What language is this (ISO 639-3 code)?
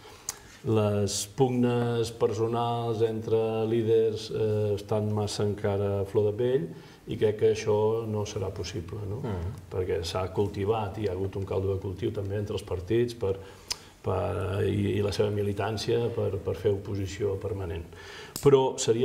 cat